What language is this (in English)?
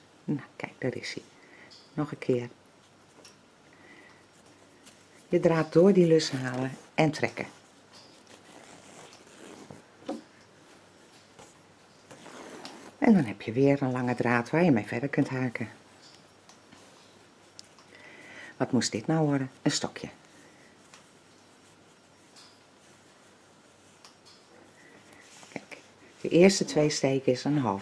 Dutch